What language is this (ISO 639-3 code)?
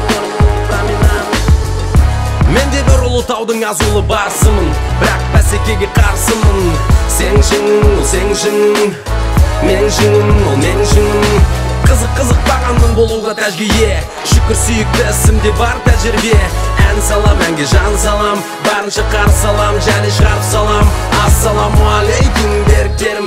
kaz